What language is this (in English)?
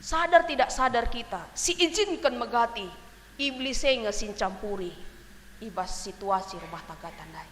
Batak Karo